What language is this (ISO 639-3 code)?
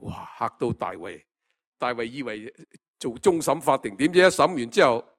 yue